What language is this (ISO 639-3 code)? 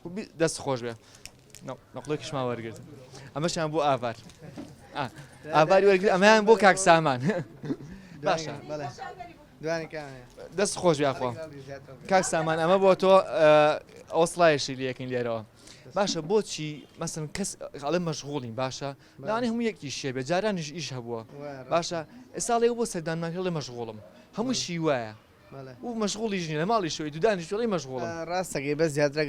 ckb